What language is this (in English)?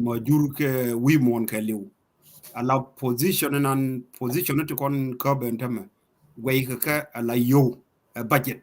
Nuer